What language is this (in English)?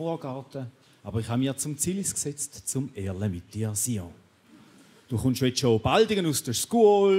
Swiss German